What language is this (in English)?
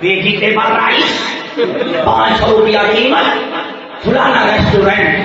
Saraiki